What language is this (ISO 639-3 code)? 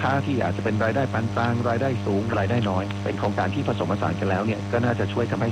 tha